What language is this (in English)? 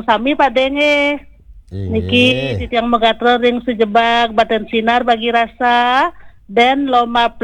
Balinese